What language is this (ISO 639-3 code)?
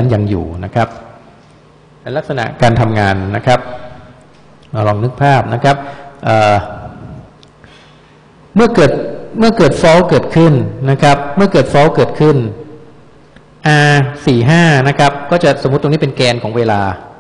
tha